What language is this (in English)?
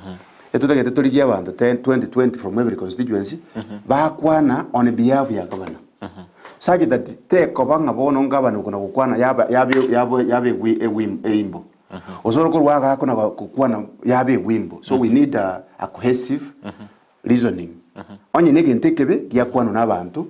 Gusii